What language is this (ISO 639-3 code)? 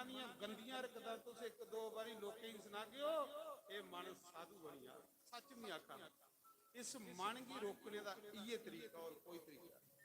doi